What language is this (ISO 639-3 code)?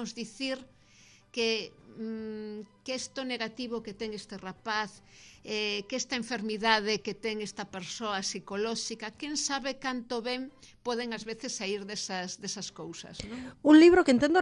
glg